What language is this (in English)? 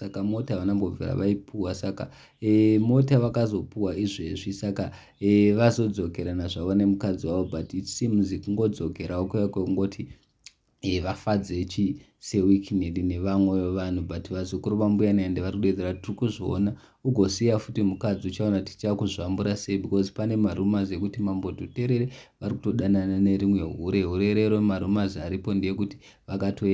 Shona